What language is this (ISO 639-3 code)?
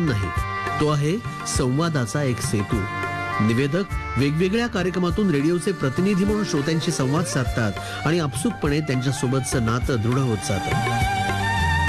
mar